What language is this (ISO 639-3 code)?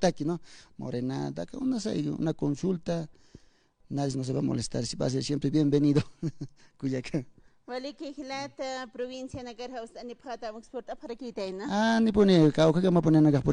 aym